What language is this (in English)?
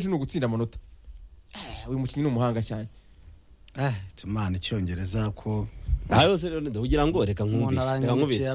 Kinyarwanda